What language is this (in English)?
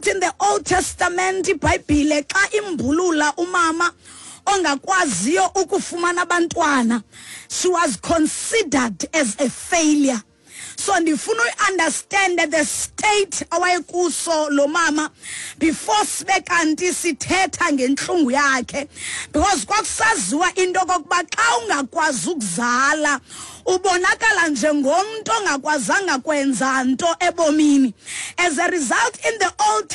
Xhosa